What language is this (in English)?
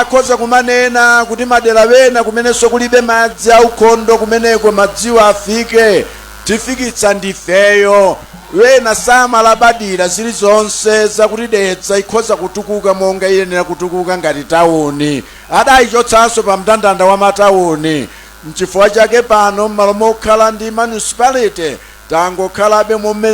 Nyanja